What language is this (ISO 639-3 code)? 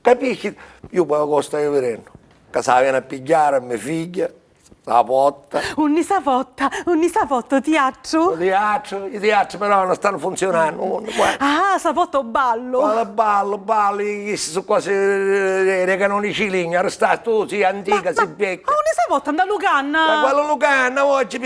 scn